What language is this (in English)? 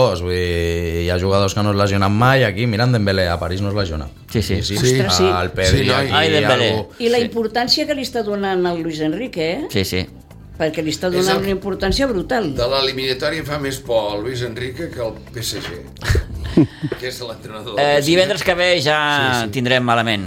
Catalan